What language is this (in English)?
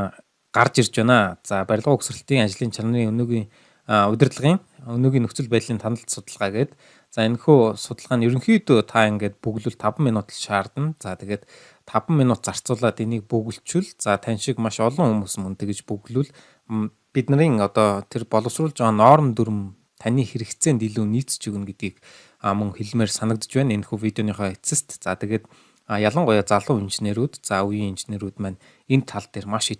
Mongolian